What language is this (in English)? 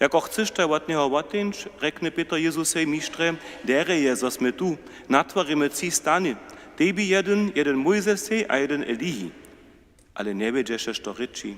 Upper Sorbian